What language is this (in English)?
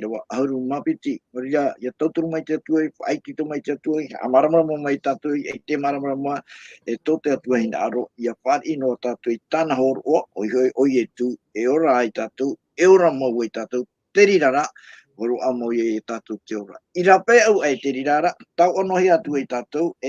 Tahitian